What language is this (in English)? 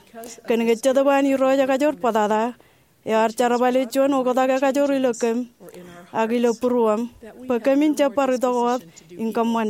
Marshallese